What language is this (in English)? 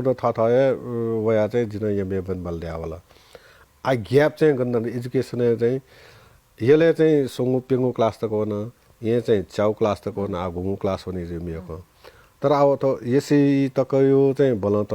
Newari